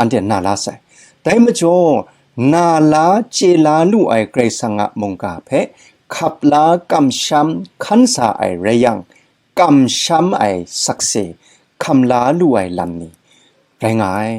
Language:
Kachin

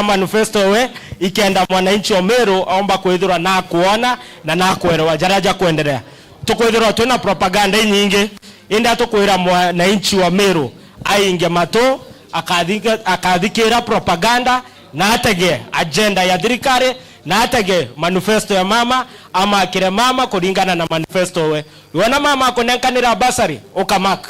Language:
Meru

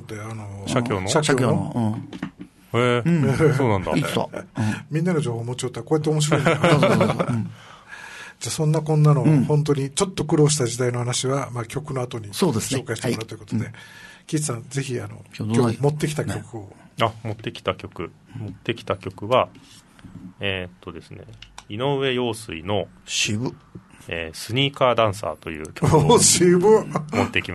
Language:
Japanese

